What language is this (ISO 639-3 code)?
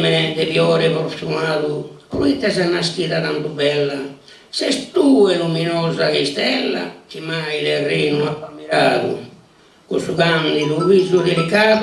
srd